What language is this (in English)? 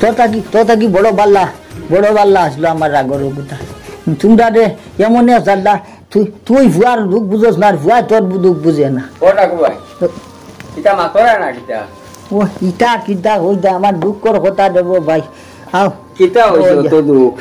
Sylheti